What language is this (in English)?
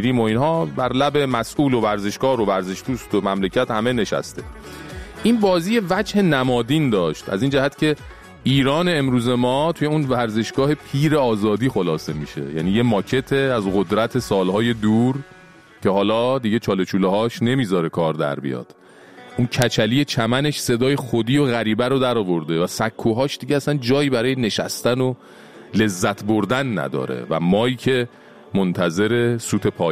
Persian